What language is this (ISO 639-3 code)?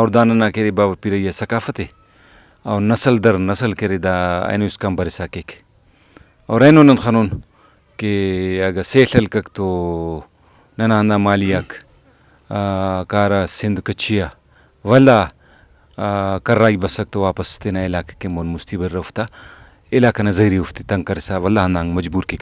brh